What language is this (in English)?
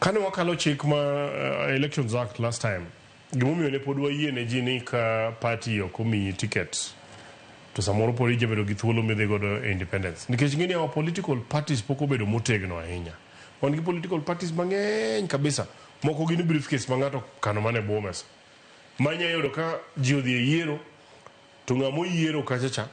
Luo (Kenya and Tanzania)